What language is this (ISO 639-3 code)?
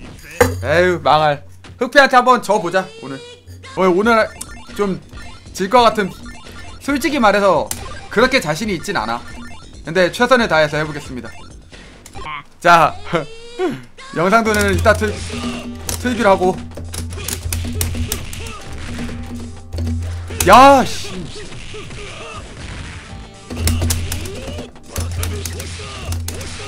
kor